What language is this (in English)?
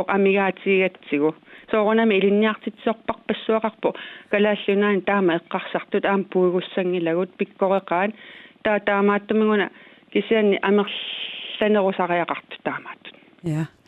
Kalaallisut